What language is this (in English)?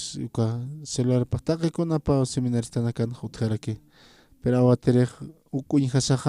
Aymara